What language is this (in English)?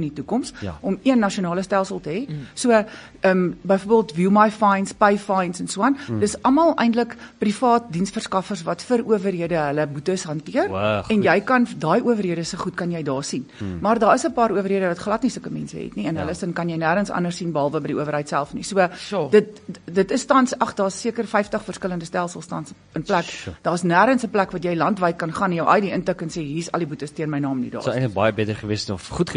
Afrikaans